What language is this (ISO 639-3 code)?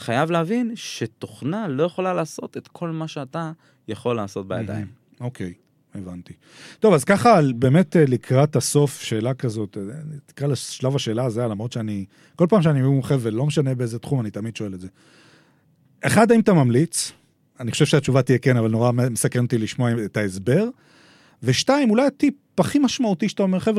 heb